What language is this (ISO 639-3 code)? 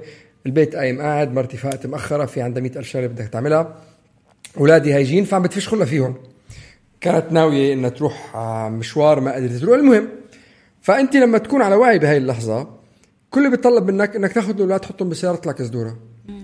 apc